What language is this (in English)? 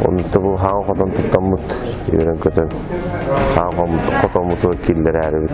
Yakut